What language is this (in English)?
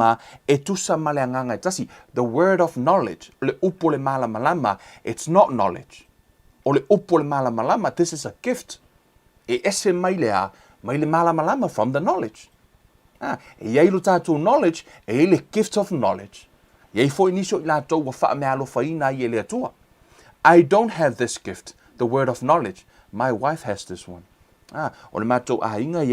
Samoan